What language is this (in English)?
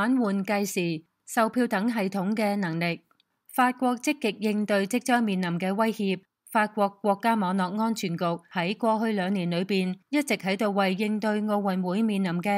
Cantonese